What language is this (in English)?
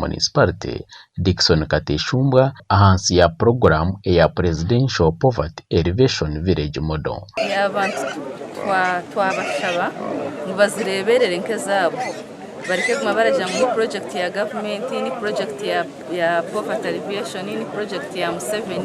Nyankole